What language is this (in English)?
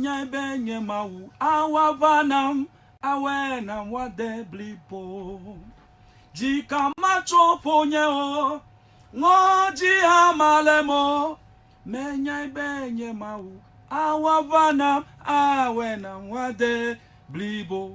Ewe